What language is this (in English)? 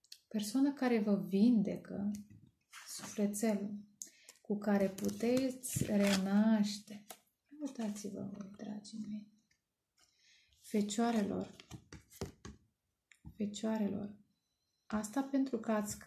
Romanian